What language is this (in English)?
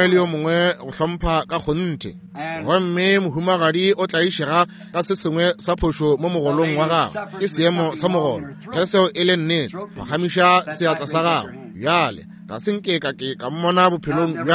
Northern Sotho